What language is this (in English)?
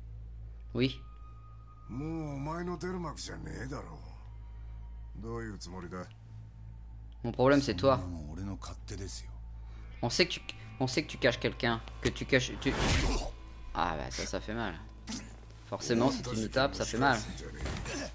French